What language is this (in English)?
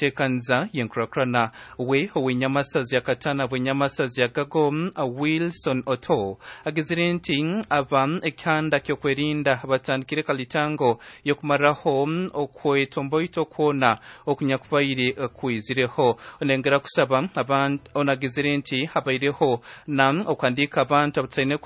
Nyankole